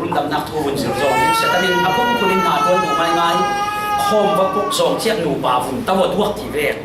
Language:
Falam Chin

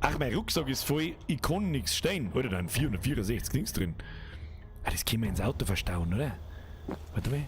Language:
Bavarian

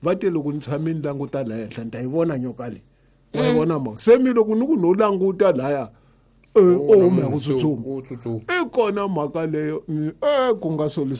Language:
Tsonga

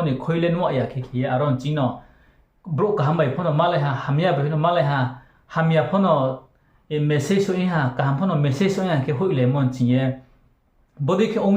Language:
Riang (India)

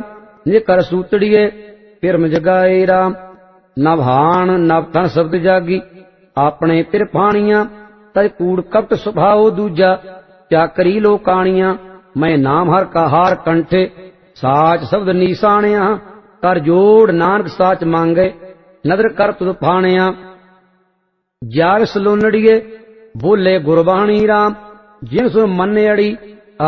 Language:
Punjabi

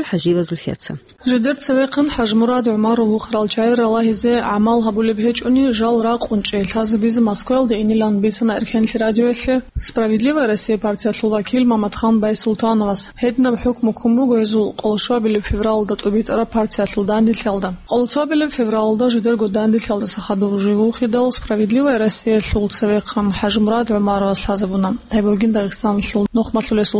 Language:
Avaric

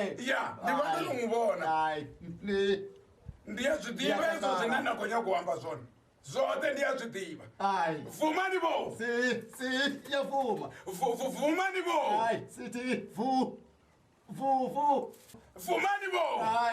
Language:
Venda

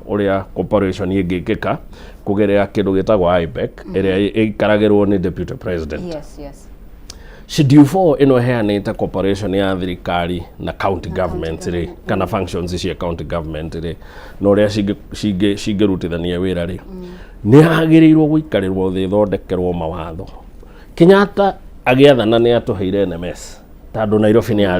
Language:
Kikuyu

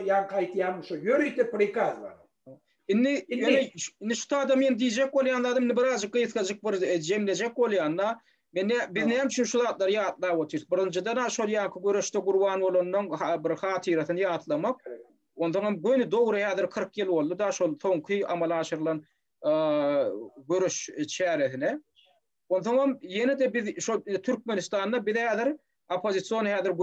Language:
Turkmen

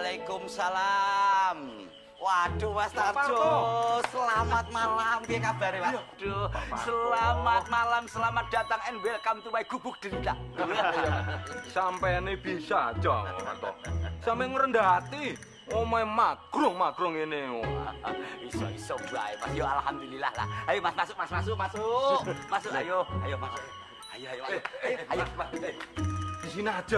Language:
Indonesian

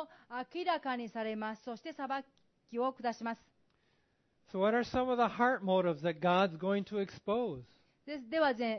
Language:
Japanese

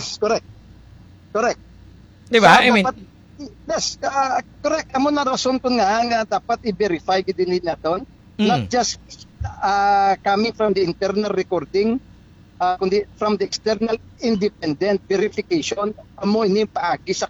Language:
Hiligaynon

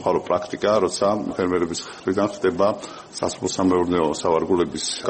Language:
Georgian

